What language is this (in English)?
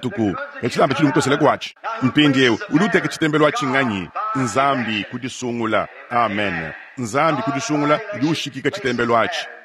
Luba-Lulua